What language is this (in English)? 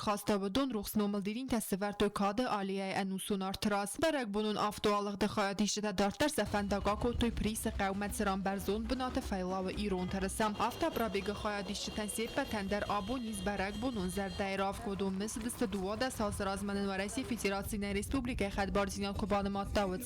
Ossetic